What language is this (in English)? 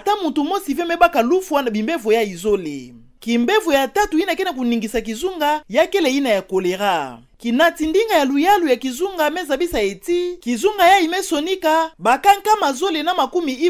Kituba (Democratic Republic of Congo)